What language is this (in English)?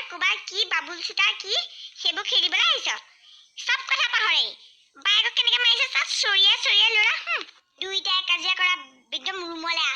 Assamese